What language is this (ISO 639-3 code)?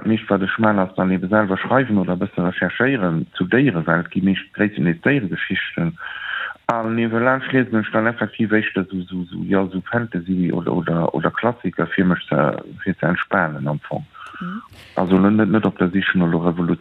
ltz